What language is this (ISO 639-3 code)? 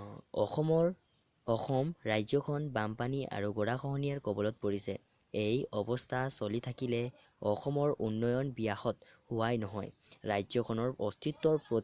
asm